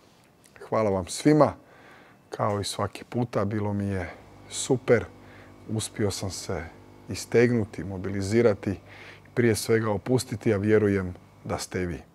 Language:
Croatian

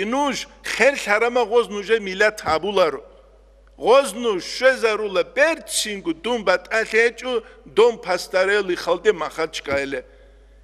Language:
Avaric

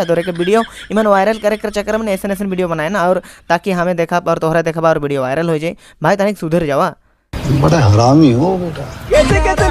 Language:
Sadri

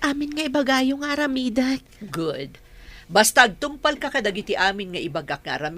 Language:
Iloko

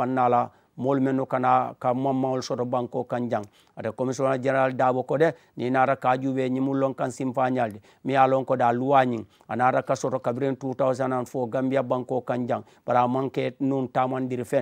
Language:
Mandingo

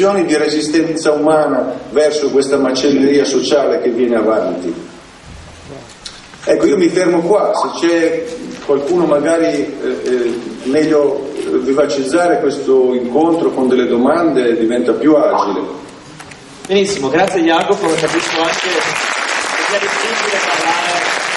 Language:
Italian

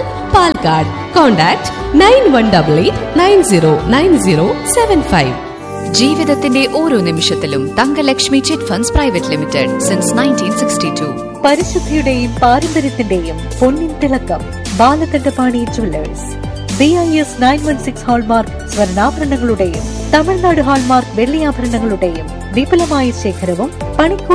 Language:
Malayalam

